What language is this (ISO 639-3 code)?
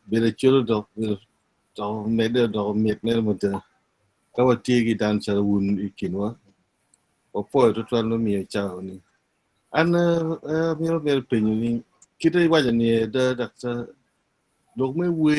ach